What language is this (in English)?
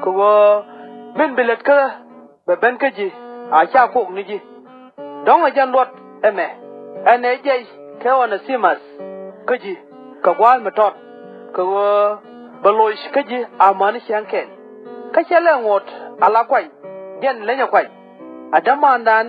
Nuer